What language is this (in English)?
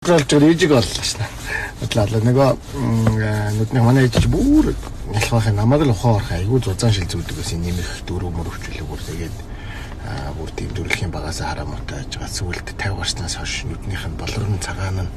Mongolian